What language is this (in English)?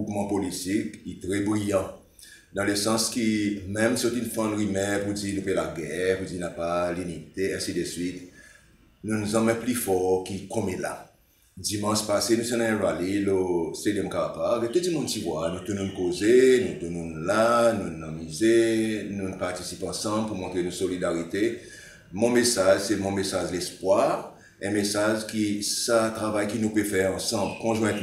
Seselwa Creole French